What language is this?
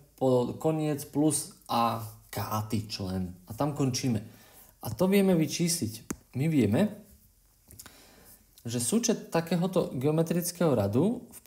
Slovak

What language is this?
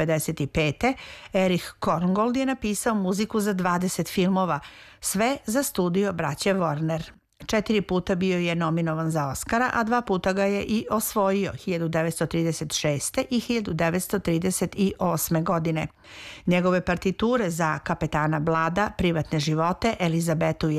Serbian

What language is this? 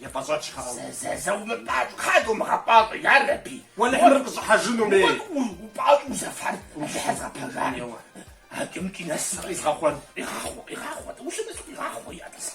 Kabardian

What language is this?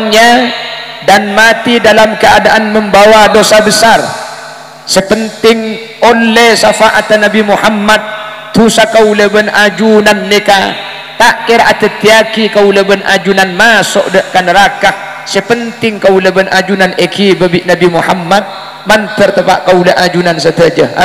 Madurese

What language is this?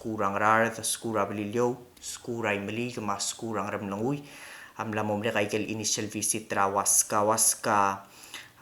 Palauan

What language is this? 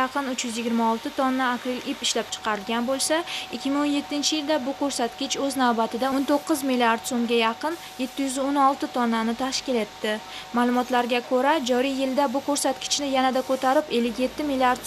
Uzbek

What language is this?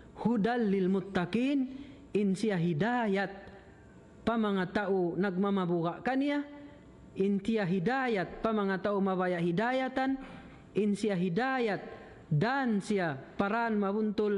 Tausug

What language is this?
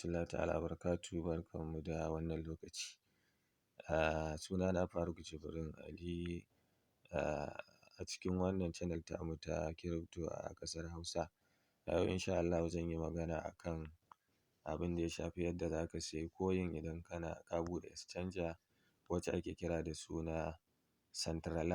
Hausa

